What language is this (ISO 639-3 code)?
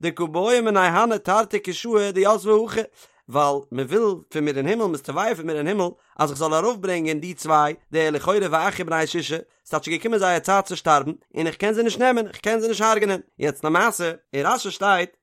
yid